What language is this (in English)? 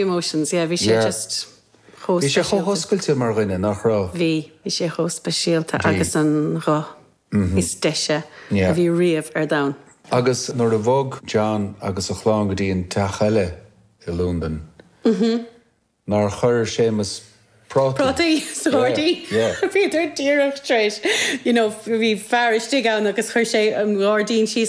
Irish